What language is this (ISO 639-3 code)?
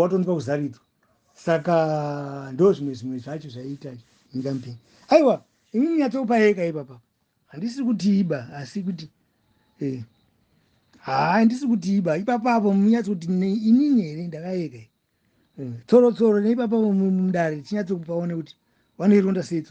sna